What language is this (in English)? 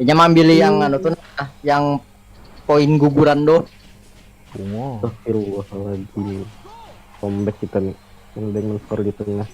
Banjar